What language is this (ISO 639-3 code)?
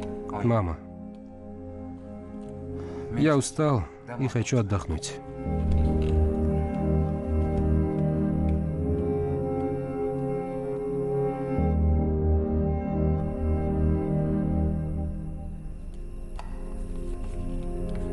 rus